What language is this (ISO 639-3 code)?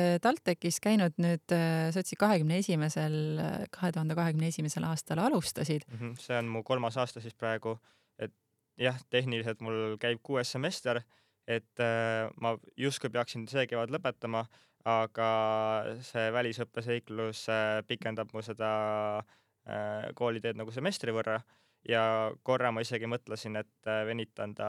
est